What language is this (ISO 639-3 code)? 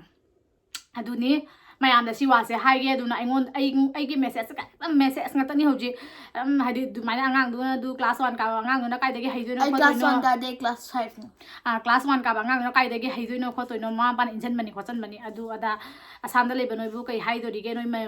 mni